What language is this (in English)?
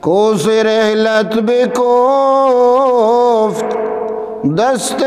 Eastern Balochi